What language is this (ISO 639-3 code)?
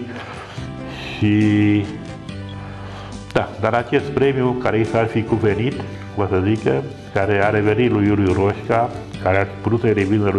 ron